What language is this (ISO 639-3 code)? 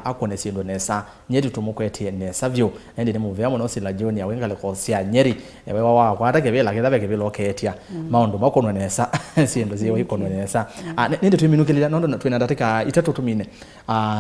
kam